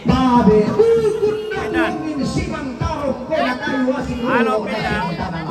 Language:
Toraja-Sa'dan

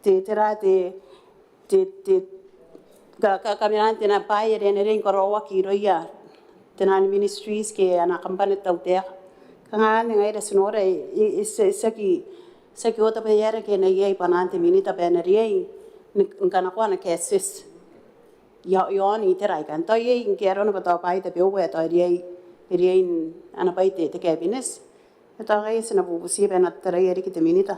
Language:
Gilbertese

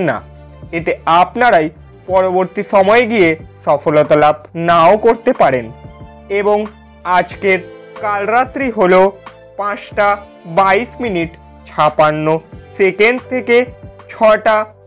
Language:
Bangla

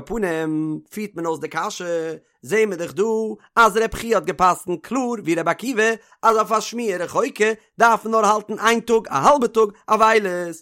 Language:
Yiddish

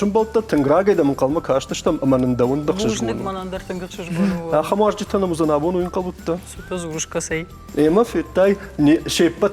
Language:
Ossetic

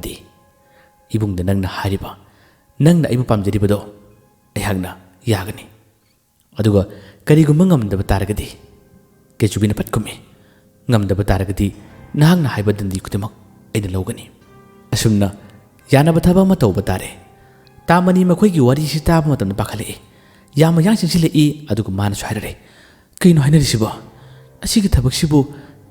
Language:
Manipuri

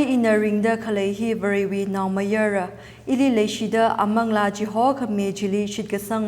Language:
Tangkhul Naga (India)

